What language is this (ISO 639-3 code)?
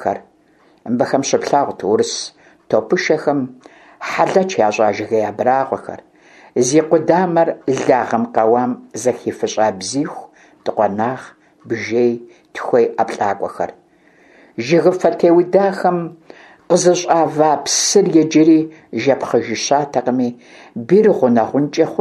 kbd